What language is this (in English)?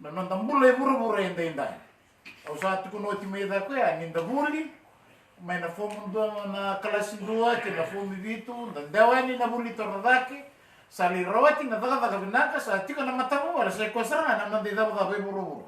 Fijian